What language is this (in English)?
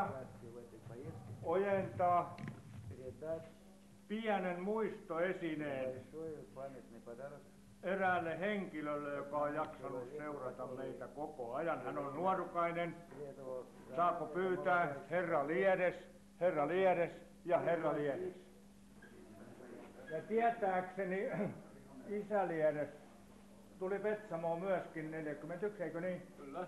Finnish